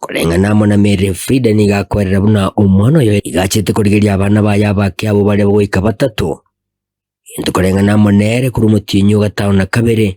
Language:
Gusii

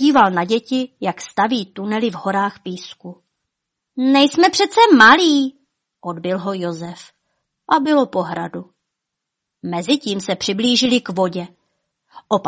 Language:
Czech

